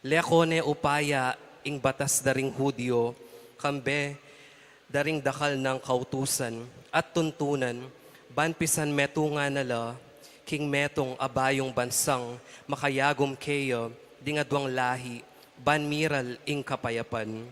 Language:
Pampanga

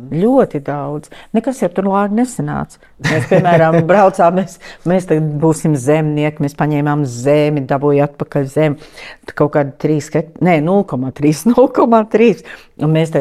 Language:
Latvian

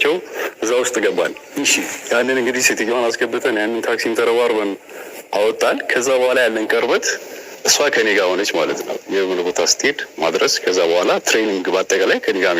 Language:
Amharic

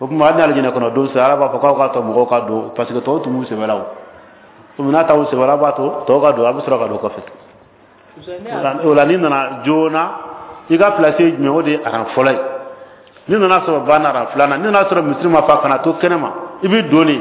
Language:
Bambara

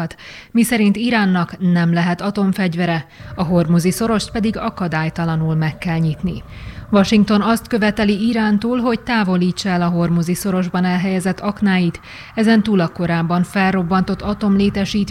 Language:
Hungarian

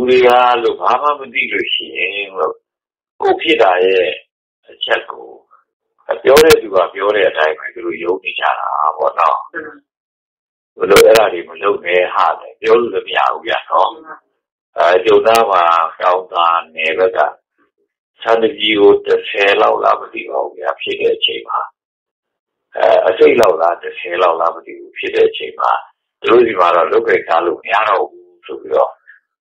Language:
Burmese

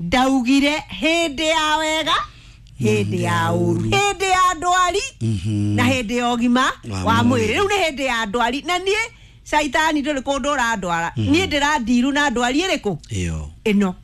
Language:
Kikuyu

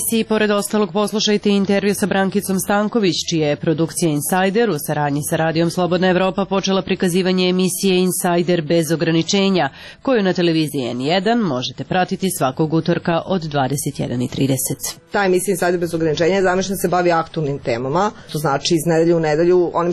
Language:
Serbian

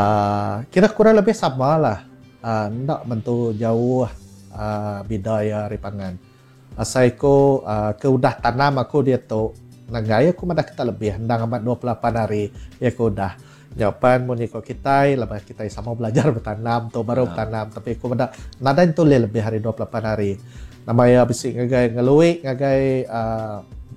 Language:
Iban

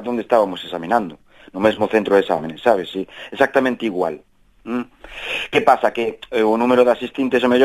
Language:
Galician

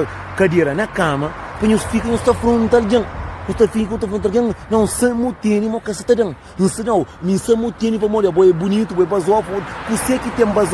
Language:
Kabuverdianu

